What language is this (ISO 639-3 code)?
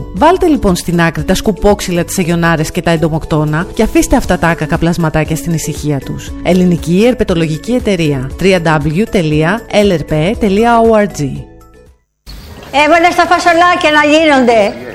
ell